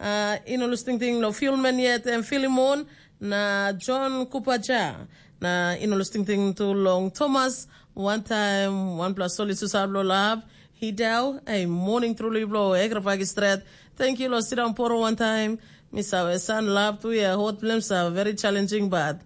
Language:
Tok Pisin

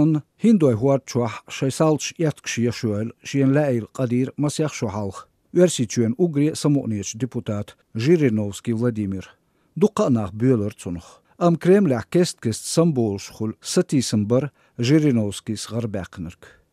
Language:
Chechen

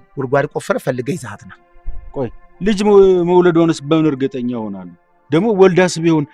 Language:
Amharic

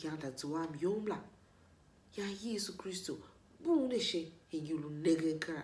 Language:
Tiv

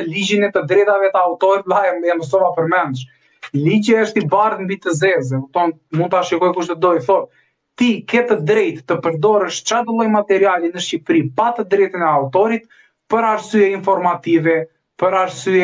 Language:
Albanian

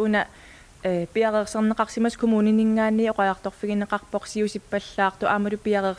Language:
Kalaallisut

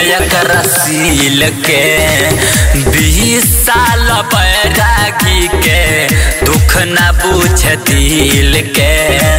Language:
Bhojpuri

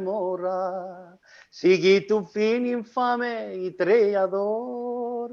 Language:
Ladino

